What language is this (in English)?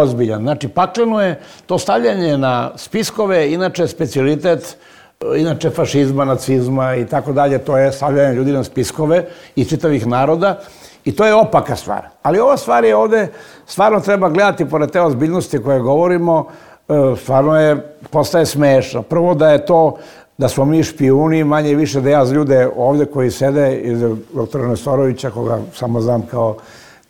Serbian